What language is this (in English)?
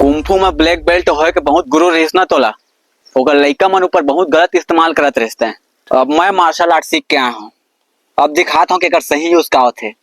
Chhattisgarhi